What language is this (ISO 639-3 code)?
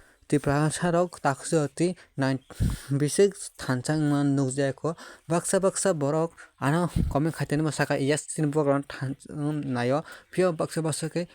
trp